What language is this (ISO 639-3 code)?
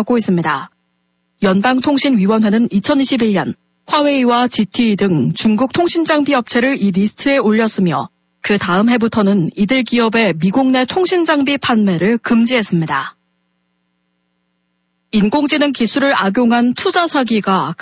kor